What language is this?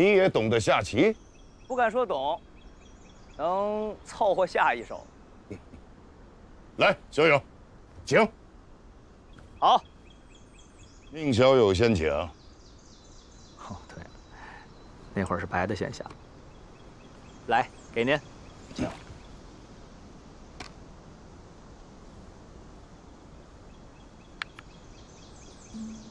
Chinese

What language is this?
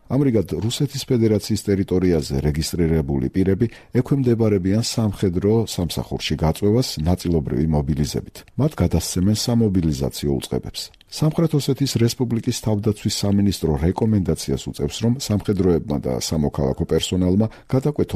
Georgian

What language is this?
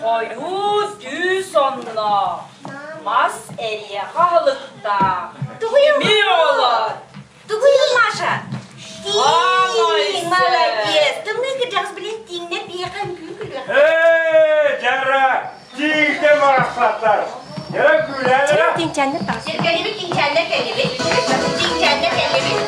Yakut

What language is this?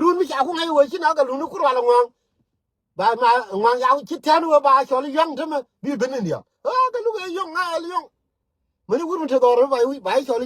Nuer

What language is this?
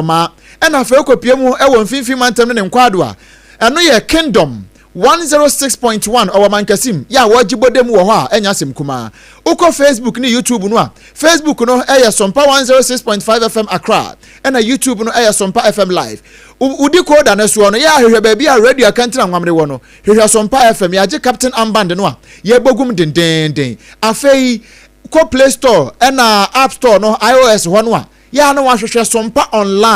Akan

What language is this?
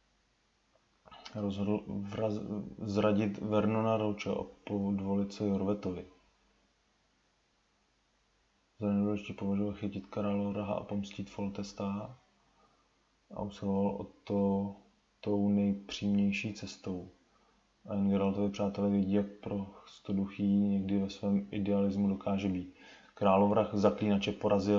Czech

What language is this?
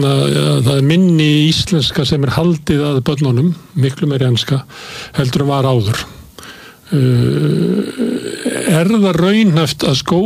Icelandic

